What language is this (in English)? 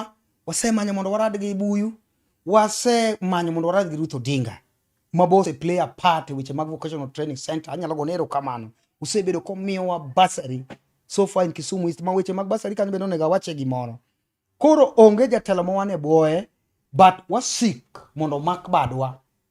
Luo (Kenya and Tanzania)